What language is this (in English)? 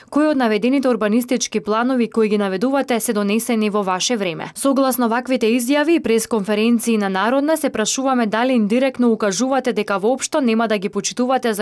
Macedonian